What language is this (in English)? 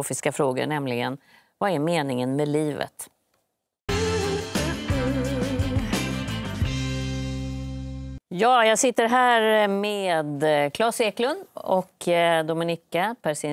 Swedish